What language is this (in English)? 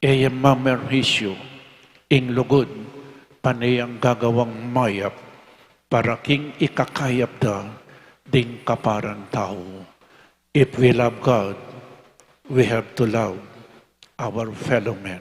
Pampanga